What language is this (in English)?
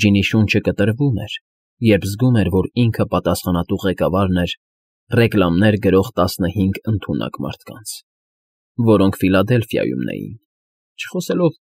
Armenian